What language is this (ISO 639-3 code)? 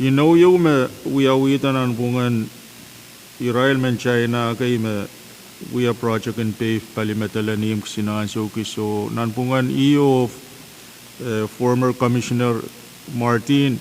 pon